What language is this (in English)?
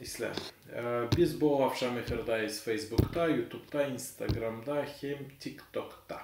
Gagauz